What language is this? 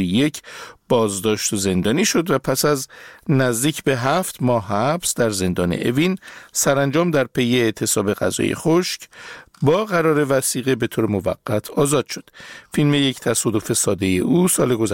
Persian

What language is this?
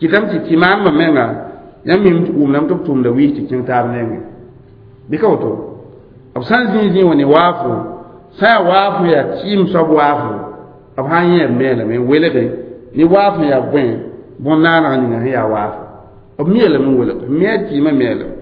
Mossi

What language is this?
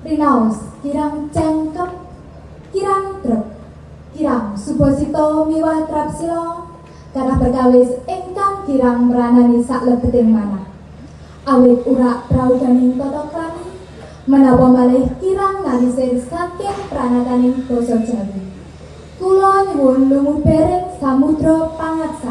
Javanese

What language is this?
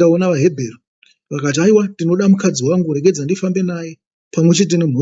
Shona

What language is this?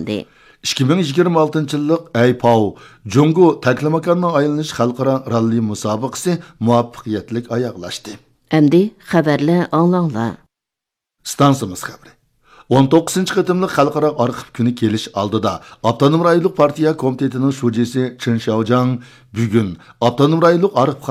Uyghur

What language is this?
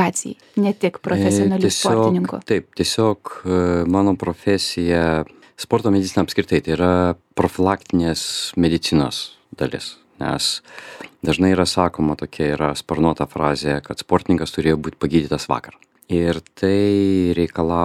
Lithuanian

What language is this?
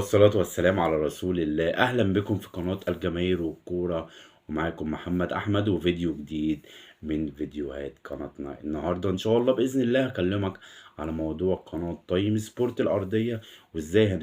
Egyptian Arabic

